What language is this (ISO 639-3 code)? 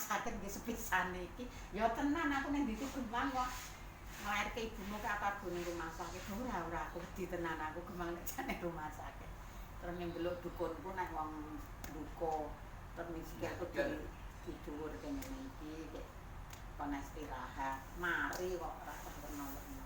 jav